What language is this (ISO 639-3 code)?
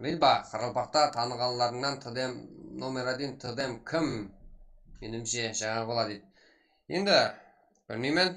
kaa